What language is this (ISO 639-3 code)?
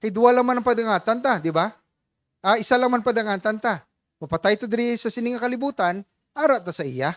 hil